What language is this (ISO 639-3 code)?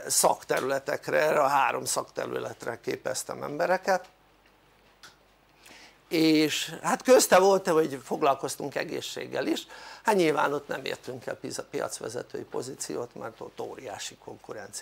hun